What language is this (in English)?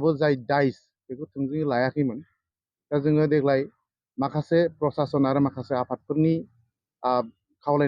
Bodo